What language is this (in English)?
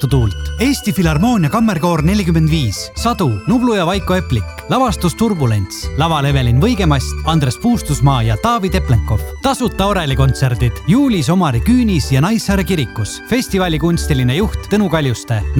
Estonian